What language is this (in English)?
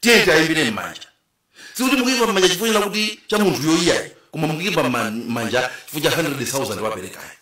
Nyanja